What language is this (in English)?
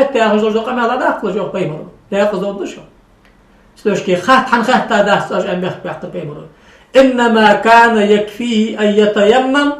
Ingush